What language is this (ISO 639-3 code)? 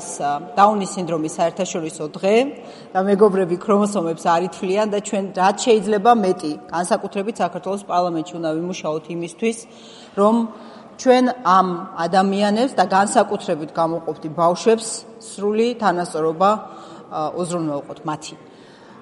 kat